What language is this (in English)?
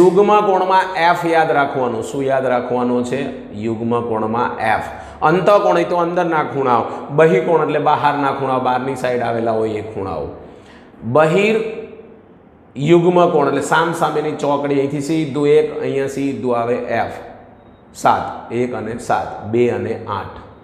Gujarati